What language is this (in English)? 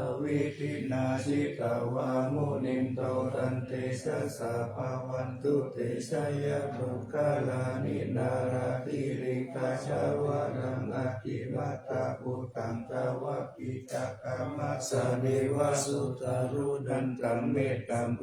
Pali